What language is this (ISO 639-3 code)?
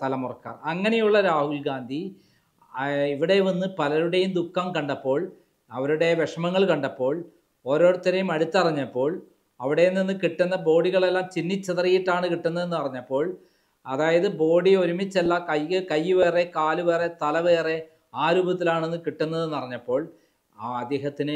mal